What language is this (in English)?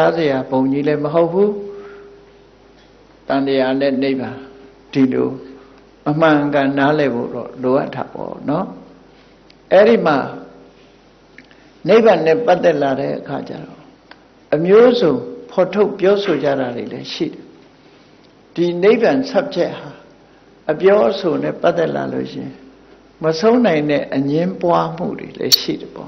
Burmese